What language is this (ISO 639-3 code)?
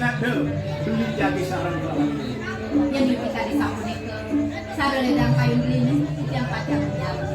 ban